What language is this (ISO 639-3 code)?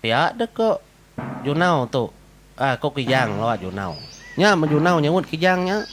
iba